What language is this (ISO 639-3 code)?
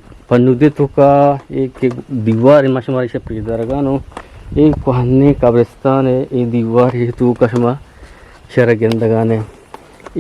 bgp